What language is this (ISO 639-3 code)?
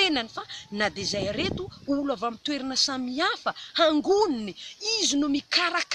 mlg